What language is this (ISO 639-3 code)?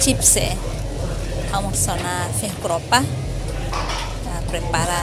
tet